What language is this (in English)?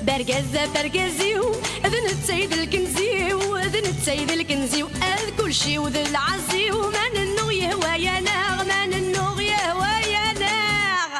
Kabyle